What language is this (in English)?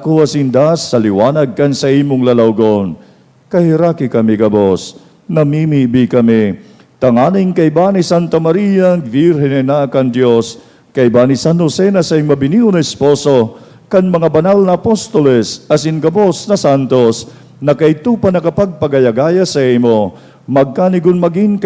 Bikol